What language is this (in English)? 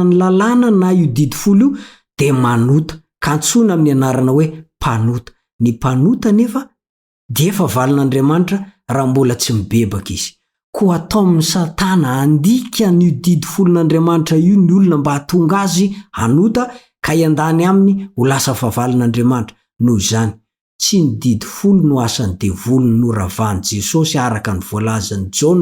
Malagasy